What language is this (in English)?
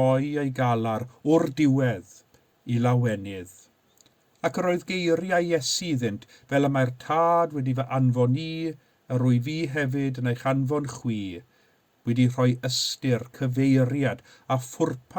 Welsh